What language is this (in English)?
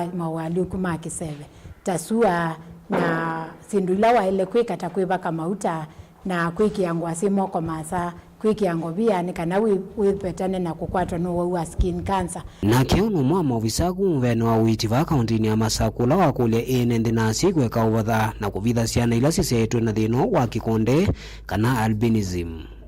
Kamba